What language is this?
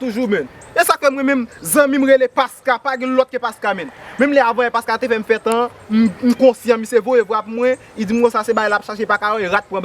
Haitian Creole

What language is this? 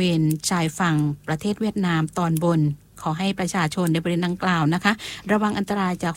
Thai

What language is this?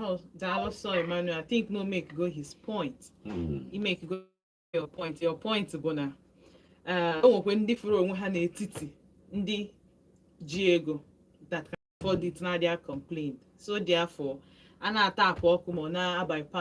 Igbo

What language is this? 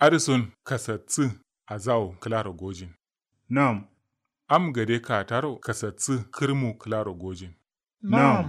Kanuri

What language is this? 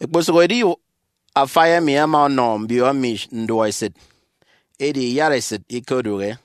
Efik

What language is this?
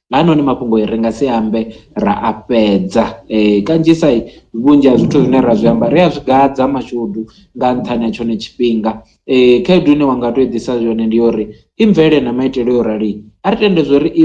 Venda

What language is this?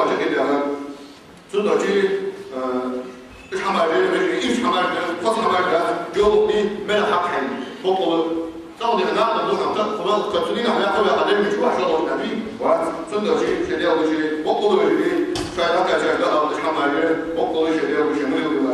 Ingush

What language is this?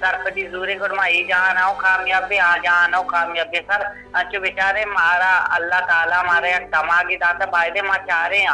Eastern Balochi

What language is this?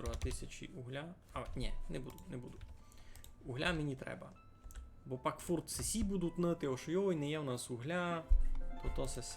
Rusyn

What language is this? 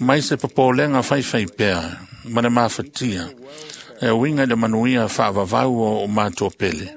Samoan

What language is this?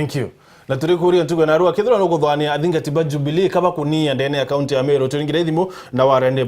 Meru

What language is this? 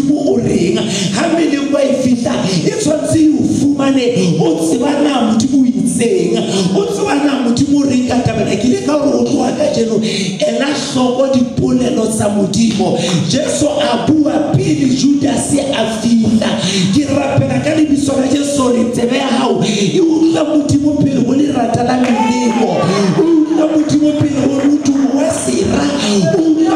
Southern Sotho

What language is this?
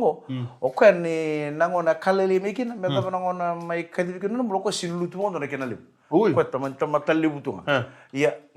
Fijian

